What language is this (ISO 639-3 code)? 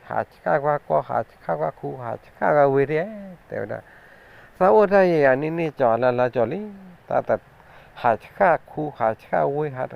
ksw